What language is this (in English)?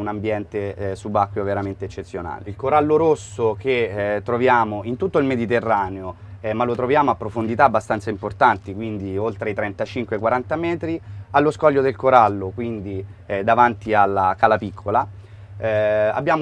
Italian